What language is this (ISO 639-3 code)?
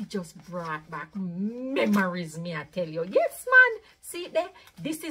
jam